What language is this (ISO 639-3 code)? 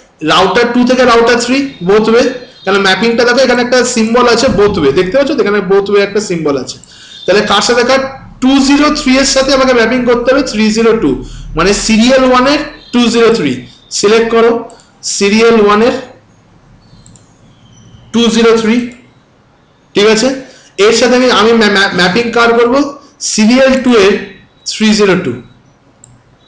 ben